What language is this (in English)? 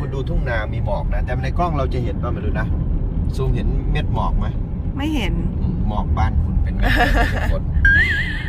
Thai